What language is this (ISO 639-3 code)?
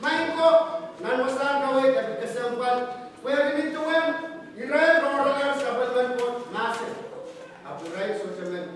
pon